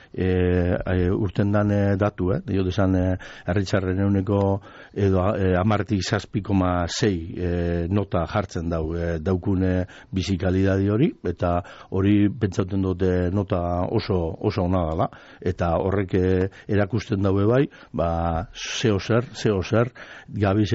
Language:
Basque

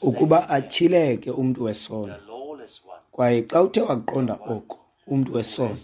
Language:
Xhosa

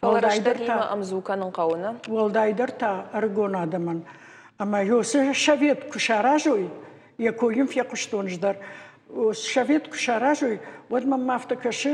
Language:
Ossetic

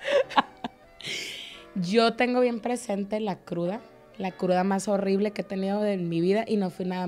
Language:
Spanish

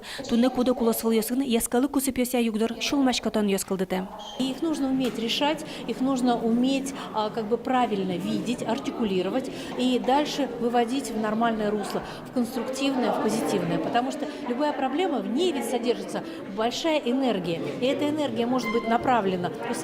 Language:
Udmurt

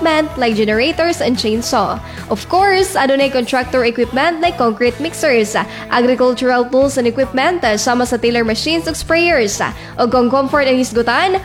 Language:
Cebuano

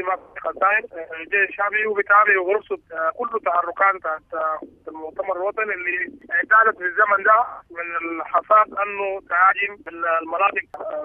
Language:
Sudanese Arabic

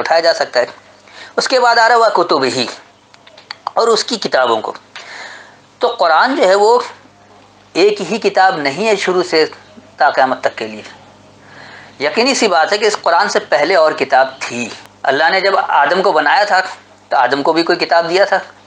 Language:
Urdu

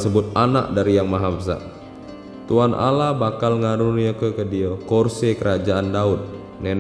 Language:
Musi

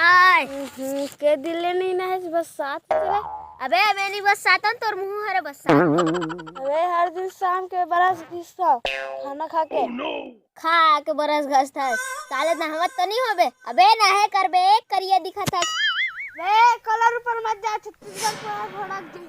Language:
Chhattisgarhi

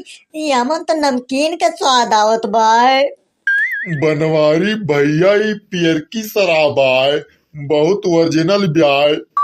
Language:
Awadhi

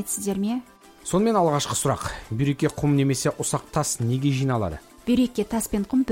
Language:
Kazakh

